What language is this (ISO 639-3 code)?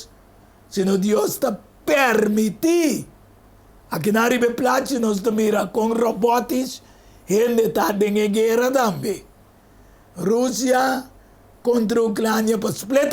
pap